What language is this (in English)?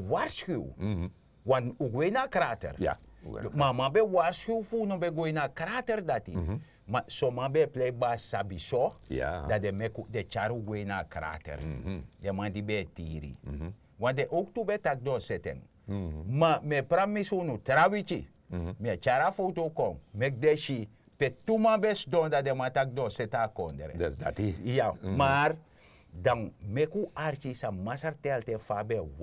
Sranan Tongo